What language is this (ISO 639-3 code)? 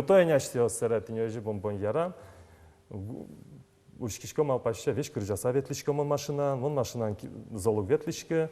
udm